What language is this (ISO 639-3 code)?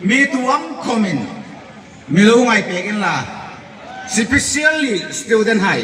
hmr